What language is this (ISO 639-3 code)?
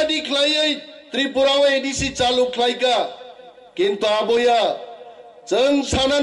trp